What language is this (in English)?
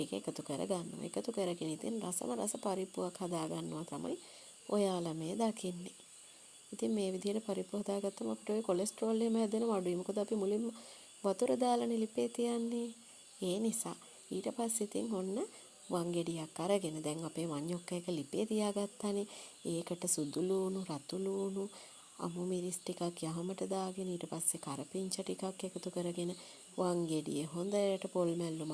Sinhala